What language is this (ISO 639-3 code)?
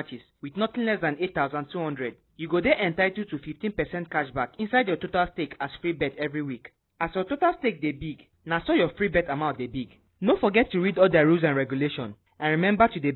pcm